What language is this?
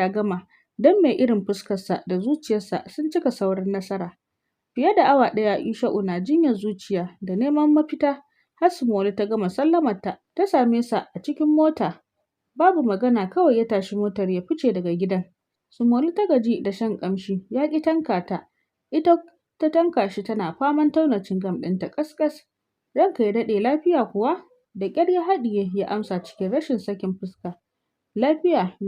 Hausa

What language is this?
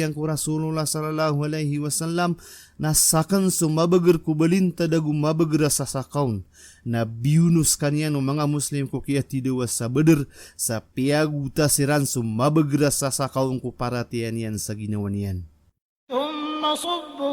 Maranao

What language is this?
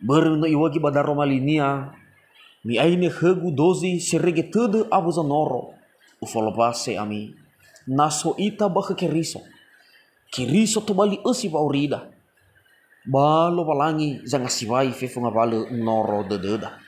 Nias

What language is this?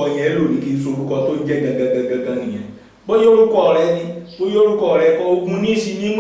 Yoruba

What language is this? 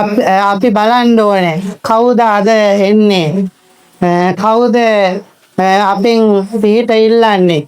Sinhala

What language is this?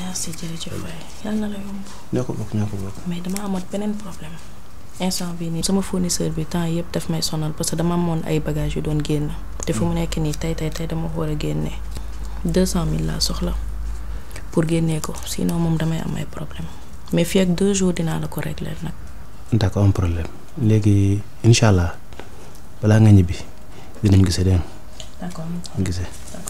Wolof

